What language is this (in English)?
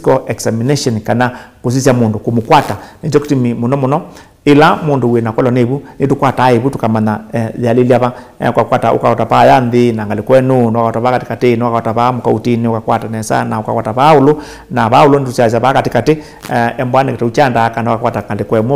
Kamba